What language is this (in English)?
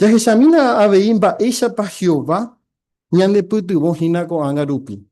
Guarani